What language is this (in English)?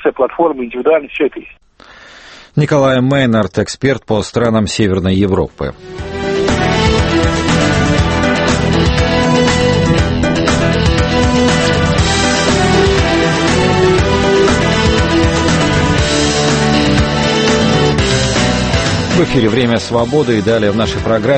Russian